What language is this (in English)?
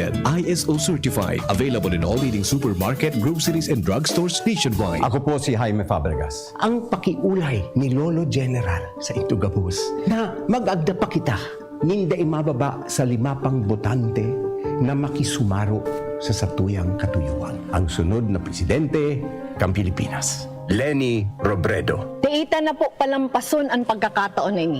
Bikol